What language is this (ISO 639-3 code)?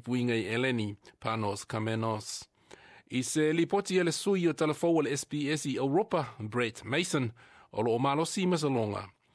smo